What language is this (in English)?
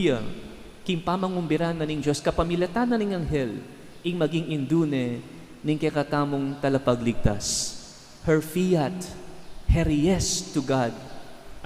Pampanga